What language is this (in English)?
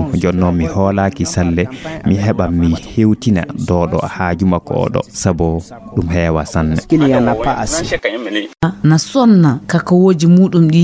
Fula